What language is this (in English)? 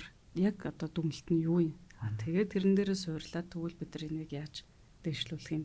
Mongolian